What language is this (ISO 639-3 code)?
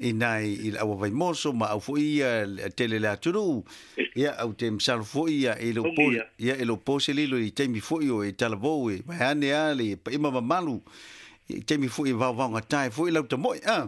smo